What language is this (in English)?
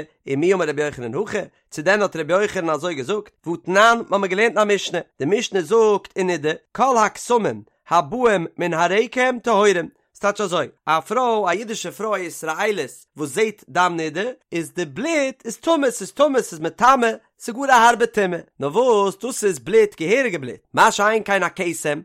Yiddish